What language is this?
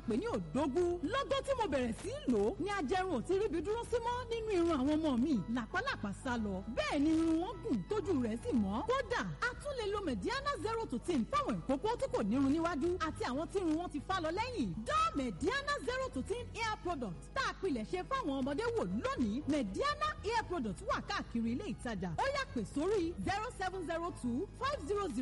Yoruba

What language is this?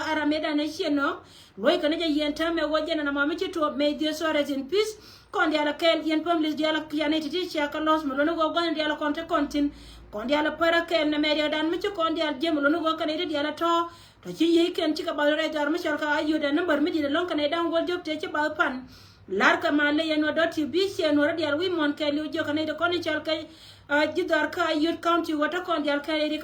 Nuer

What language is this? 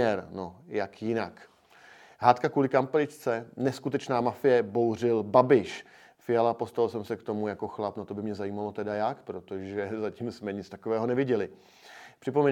Czech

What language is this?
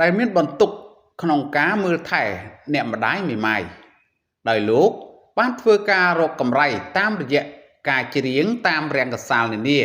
Khmer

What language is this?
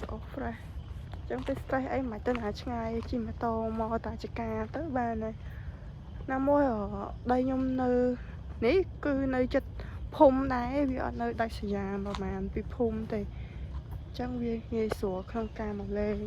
Khmer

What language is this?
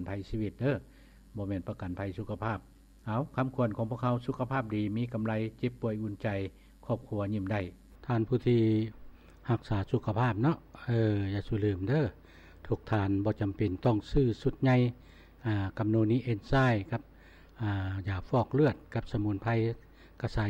Lao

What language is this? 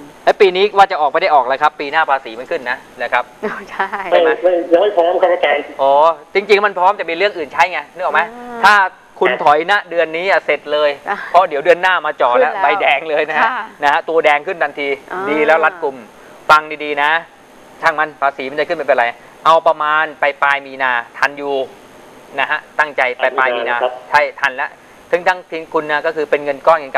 Thai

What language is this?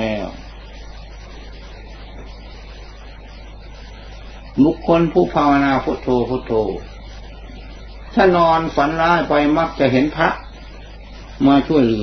Thai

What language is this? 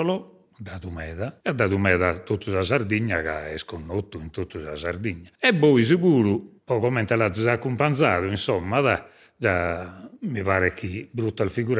Sardinian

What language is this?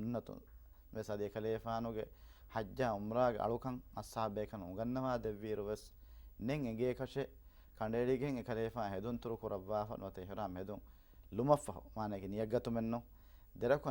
Divehi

